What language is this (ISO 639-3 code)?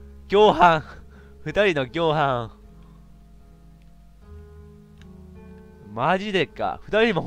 jpn